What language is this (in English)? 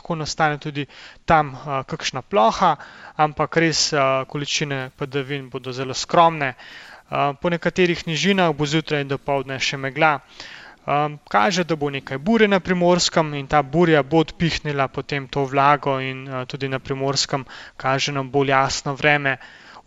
Slovenian